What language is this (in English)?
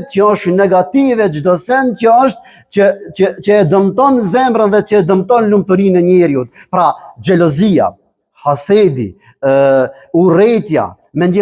Albanian